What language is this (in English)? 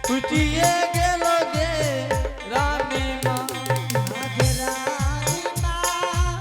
Angika